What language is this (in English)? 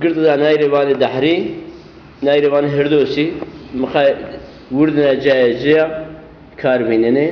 Zaza